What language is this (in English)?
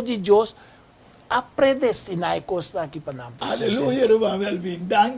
Papiamento